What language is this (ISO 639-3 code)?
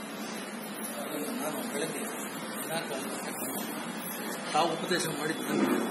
kan